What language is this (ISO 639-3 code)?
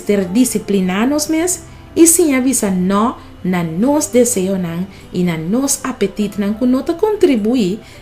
pap